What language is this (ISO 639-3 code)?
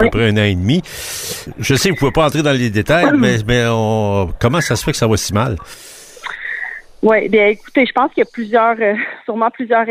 fra